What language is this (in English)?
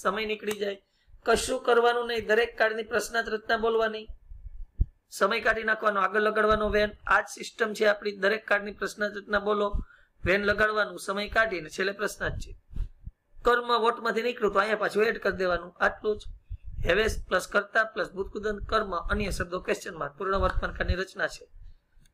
Gujarati